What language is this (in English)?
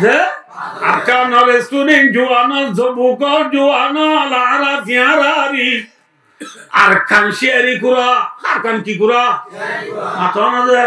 Rohingya